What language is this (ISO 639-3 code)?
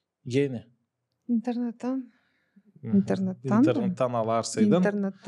gag